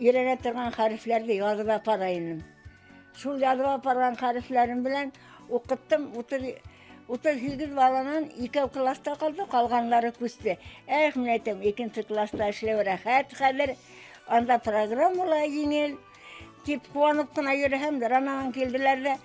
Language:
Bashkir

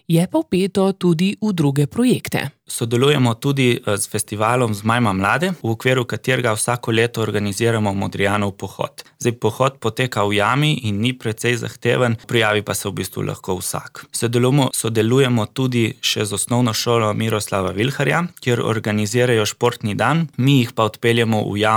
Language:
Slovenian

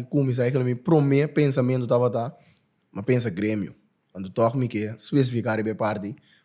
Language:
Papiamento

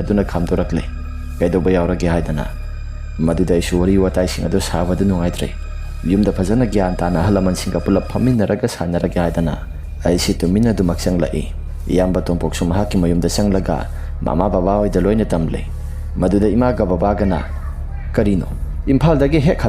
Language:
Manipuri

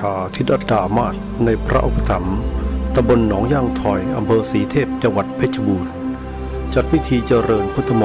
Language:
Thai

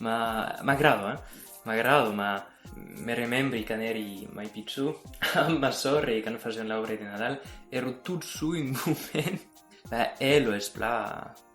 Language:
Occitan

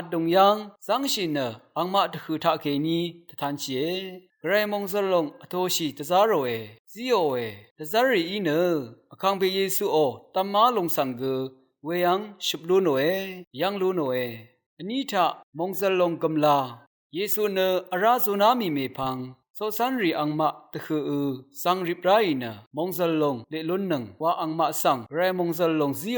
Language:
Rawang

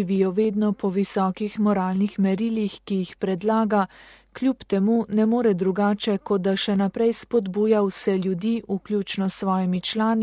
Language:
Slovenian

